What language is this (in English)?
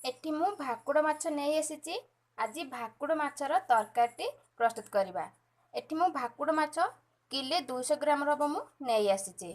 Odia